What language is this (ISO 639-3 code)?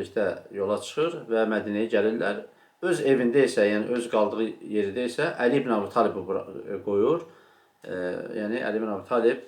aze